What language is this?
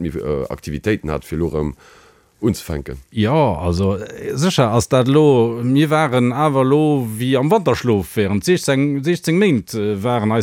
Luxembourgish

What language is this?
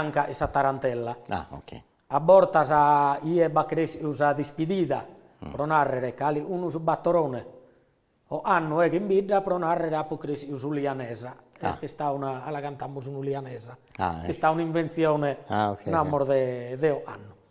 Sardinian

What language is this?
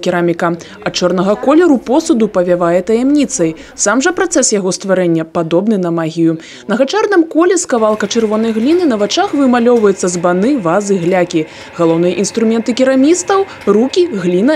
Belarusian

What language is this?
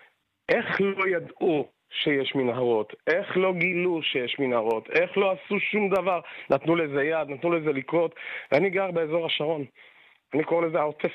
Hebrew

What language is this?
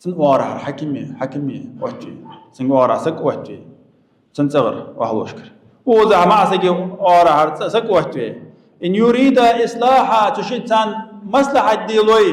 Ingush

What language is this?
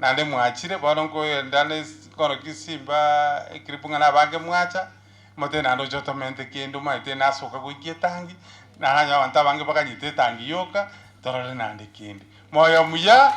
Gusii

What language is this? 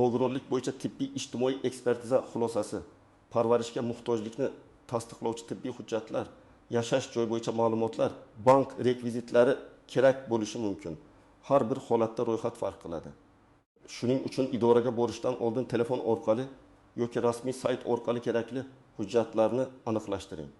Uzbek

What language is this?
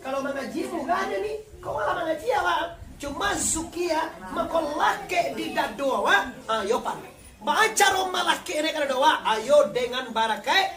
Minangkabau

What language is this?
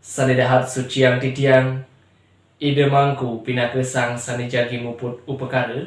Balinese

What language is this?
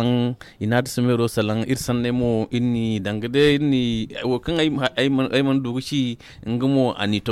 Zarma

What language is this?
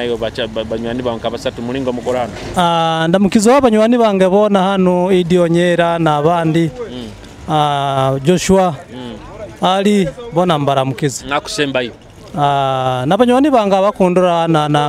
Nyoro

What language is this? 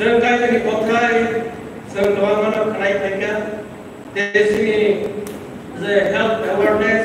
Kok Borok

